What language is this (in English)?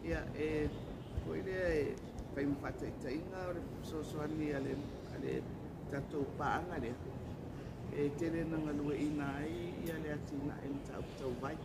Samoan